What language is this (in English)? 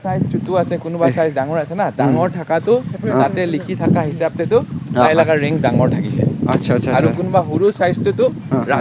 Naga Pidgin